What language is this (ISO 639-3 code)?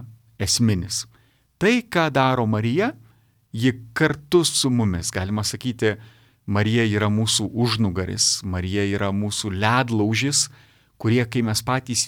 lit